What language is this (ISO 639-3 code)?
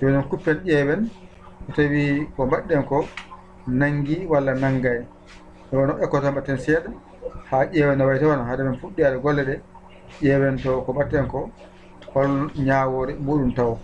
ful